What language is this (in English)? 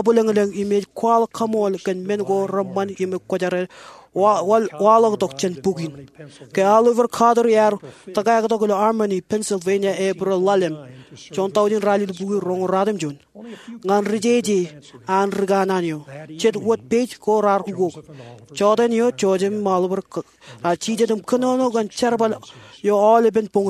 Marshallese